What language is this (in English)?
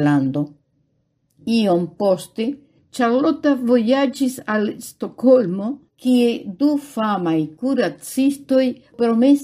Esperanto